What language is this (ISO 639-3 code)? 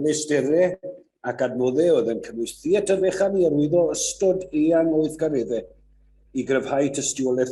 cym